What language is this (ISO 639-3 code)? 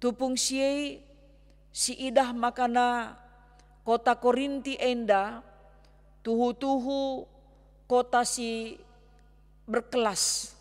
btx